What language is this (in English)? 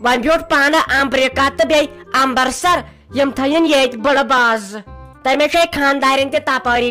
Kashmiri